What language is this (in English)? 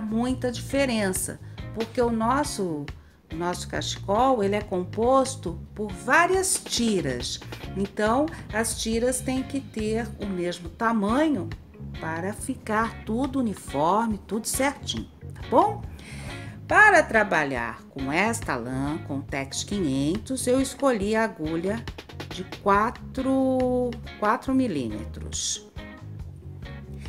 Portuguese